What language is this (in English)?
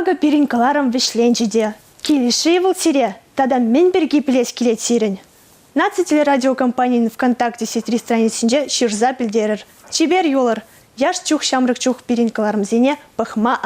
Chuvash